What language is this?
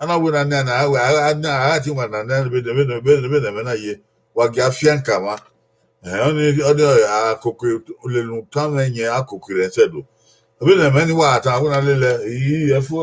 Bini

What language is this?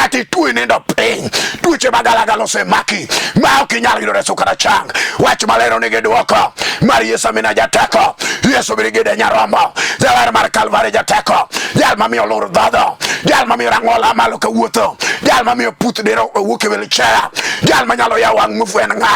Luo (Kenya and Tanzania)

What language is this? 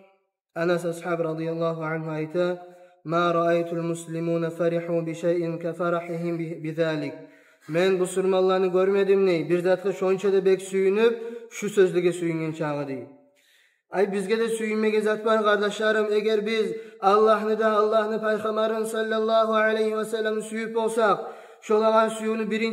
Kumyk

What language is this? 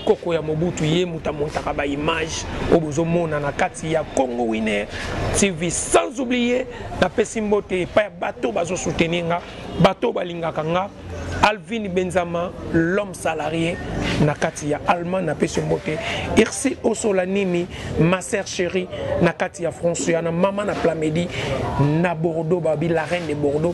Lingala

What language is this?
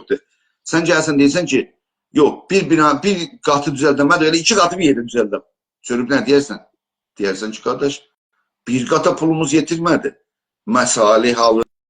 South Azerbaijani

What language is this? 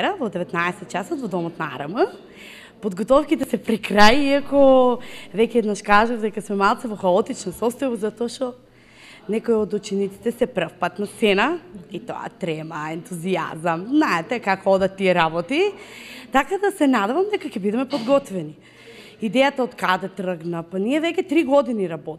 Macedonian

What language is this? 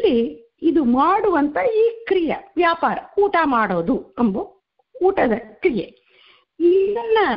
Kannada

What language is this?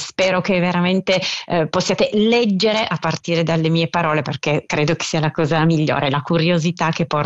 Italian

